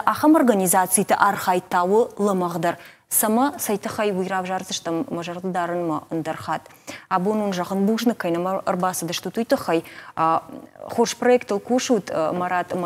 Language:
Ossetic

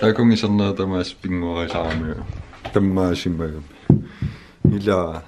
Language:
Kalaallisut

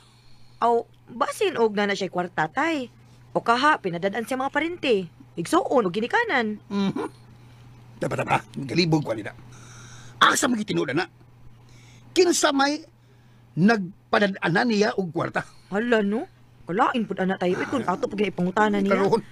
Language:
Cebuano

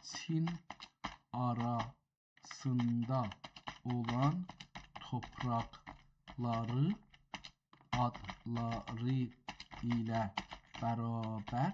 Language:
South Azerbaijani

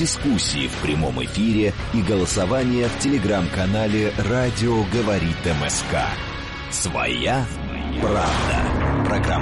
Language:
Russian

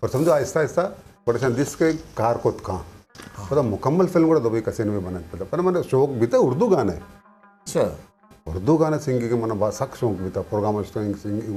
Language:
Eastern Balochi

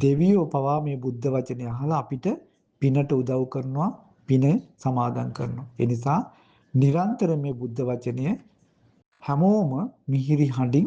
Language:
Sinhala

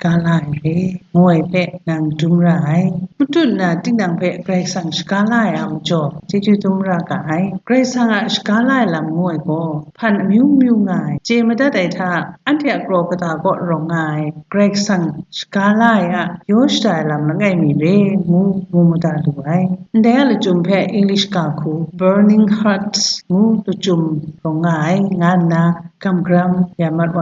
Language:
Kachin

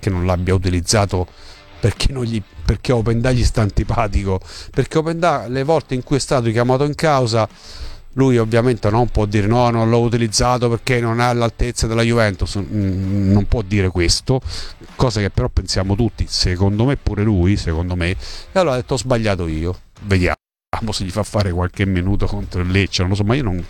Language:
Italian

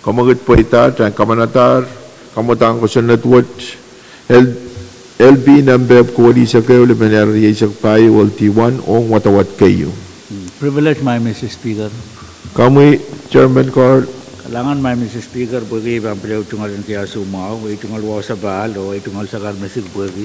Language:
Pohnpeian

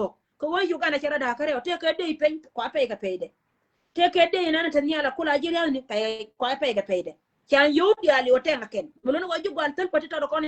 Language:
Nuer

